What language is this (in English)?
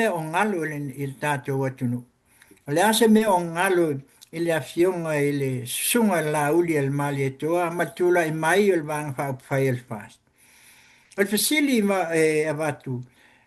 Samoan